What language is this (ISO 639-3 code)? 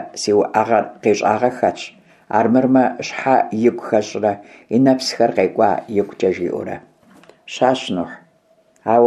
kbd